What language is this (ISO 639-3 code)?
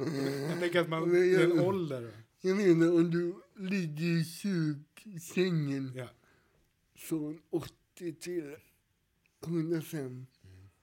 swe